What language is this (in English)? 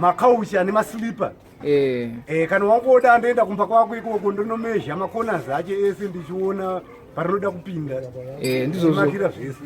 Shona